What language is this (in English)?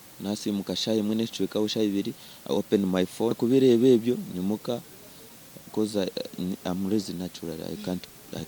Nyankole